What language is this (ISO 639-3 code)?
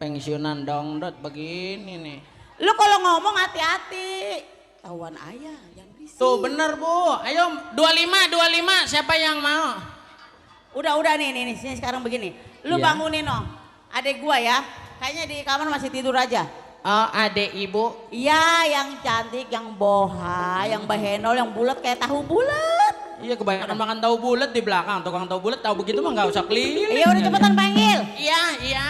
bew